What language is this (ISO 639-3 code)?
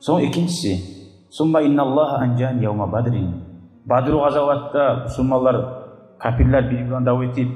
kum